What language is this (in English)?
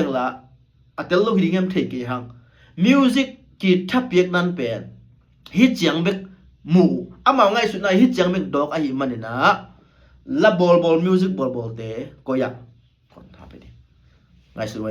Tedim Chin